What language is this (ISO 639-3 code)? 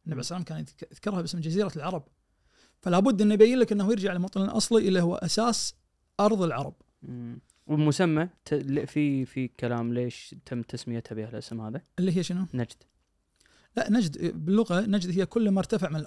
ars